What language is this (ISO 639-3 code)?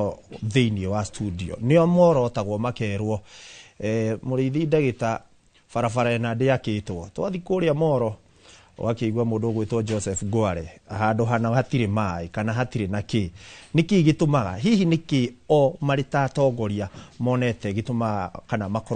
kik